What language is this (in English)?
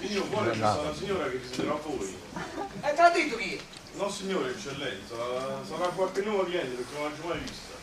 Neapolitan